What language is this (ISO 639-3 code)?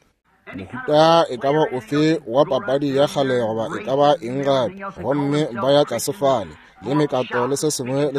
nso